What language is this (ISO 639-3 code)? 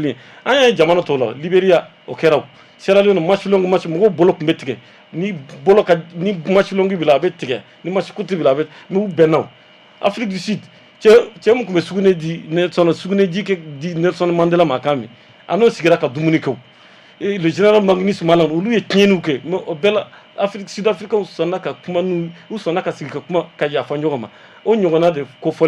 bam